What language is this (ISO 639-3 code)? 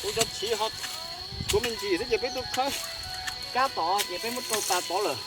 hmn